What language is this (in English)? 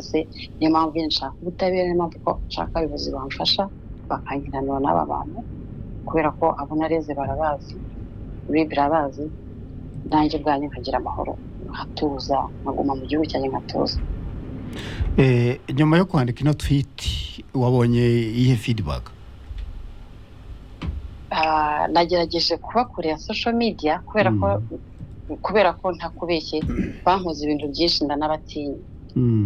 Kinyarwanda